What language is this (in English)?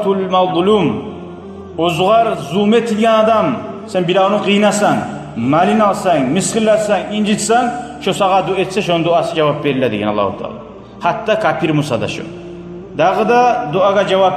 Kumyk